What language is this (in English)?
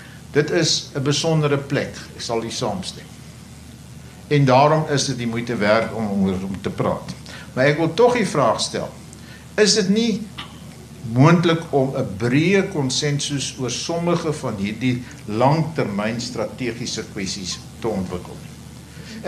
Afrikaans